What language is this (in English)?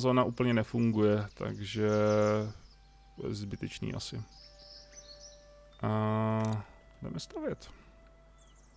Czech